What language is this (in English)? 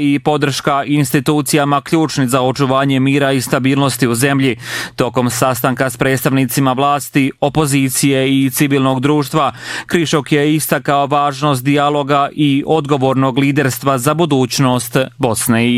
Bosnian